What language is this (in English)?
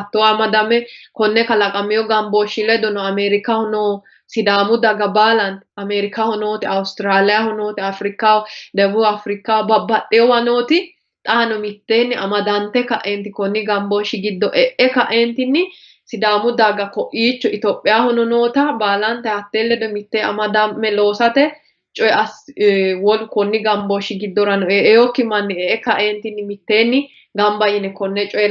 Sidamo